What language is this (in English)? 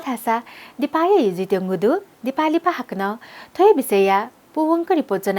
Newari